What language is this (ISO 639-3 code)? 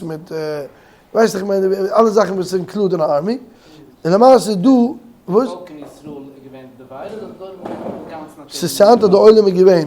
yid